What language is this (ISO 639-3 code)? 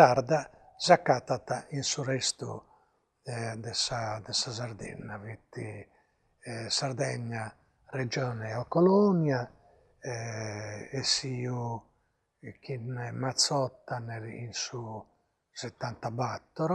srd